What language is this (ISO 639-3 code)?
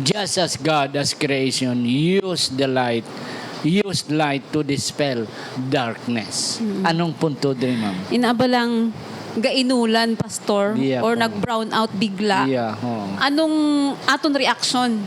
hil